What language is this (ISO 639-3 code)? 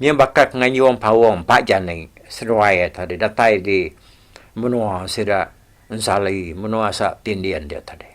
iba